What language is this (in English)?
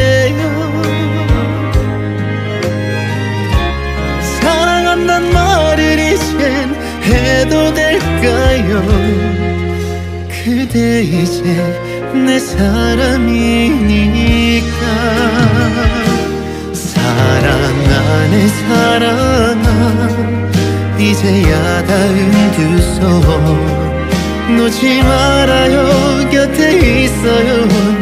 Korean